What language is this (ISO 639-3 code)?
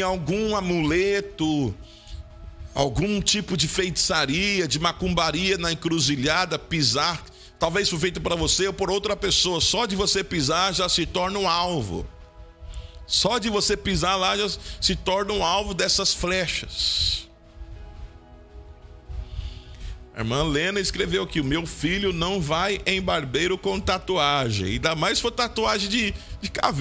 por